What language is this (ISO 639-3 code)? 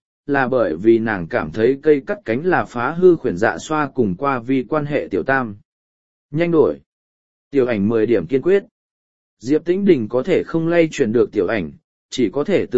vie